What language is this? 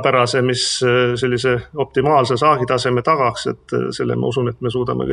Estonian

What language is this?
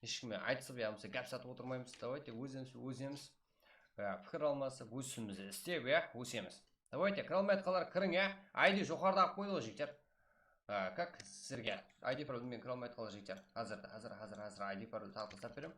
Kara-Kalpak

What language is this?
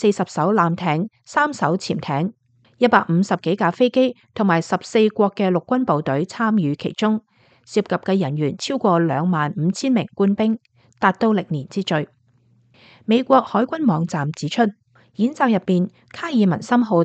Cantonese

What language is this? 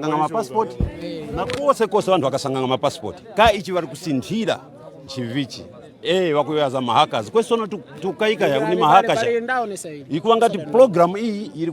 Nyanja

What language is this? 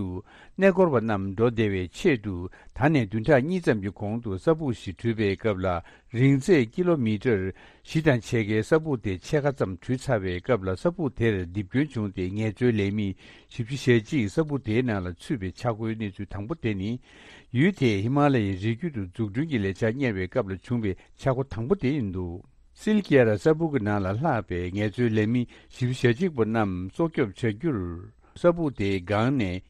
Tibetan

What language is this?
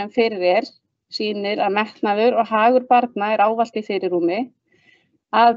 Icelandic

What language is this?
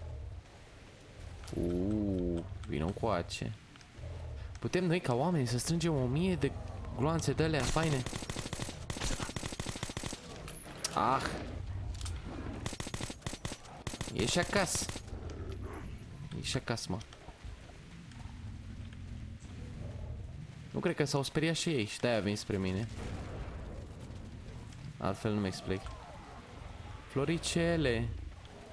Romanian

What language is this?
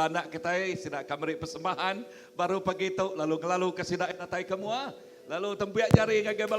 Iban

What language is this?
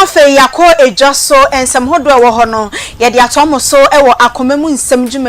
Akan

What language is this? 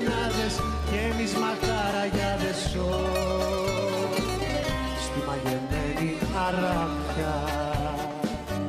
Greek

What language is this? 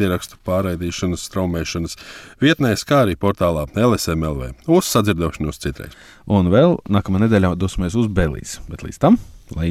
Latvian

